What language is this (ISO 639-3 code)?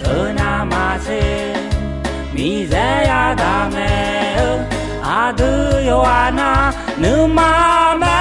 ahk